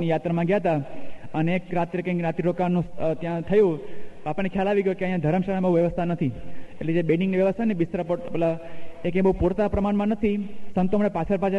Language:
Gujarati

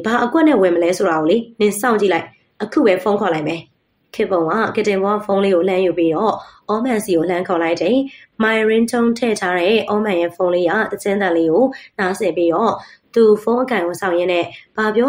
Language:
Burmese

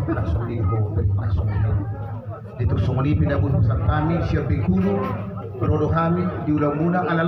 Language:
Batak Toba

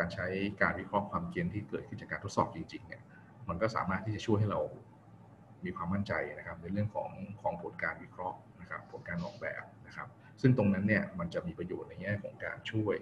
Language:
Thai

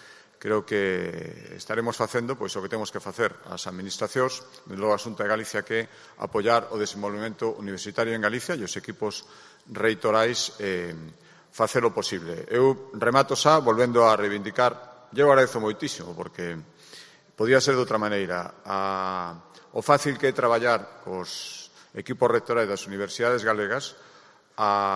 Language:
Galician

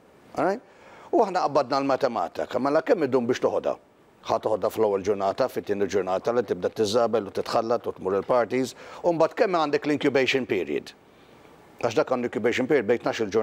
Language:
Maltese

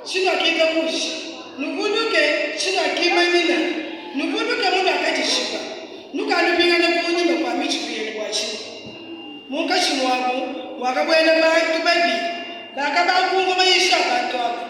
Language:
Luba-Lulua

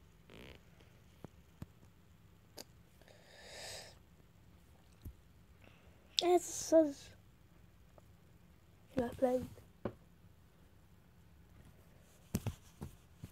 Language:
Hungarian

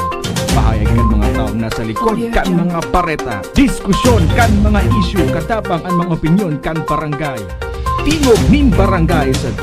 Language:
Bikol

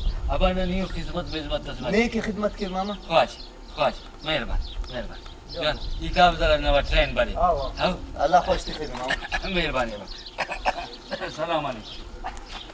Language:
Brahui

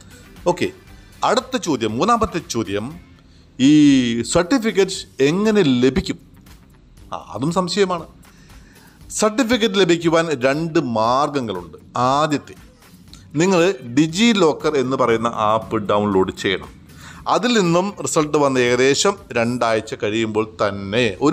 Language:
Malayalam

